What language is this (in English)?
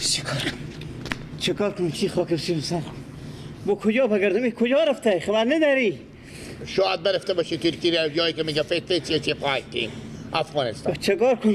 Persian